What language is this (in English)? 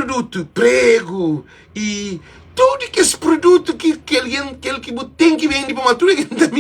Kabuverdianu